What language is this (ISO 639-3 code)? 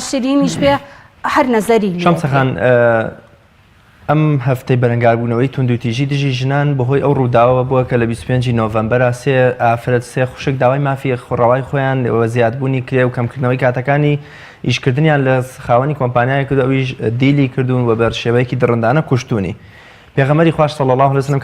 ckb